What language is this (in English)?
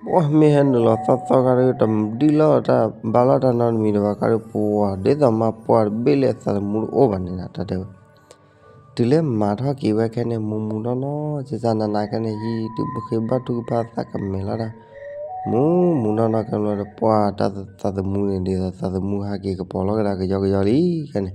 S'gaw Karen